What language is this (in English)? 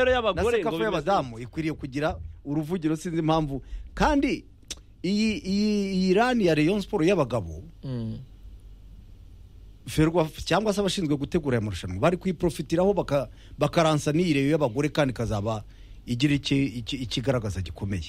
Kinyarwanda